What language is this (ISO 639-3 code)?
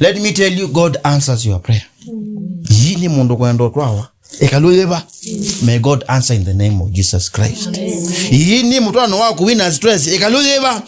kam